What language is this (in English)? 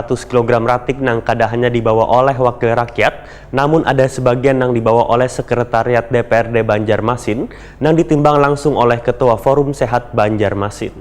Banjar